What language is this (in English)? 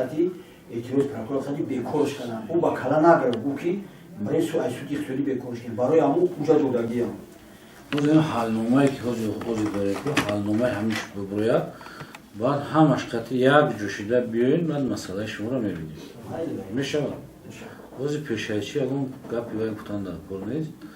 Tajik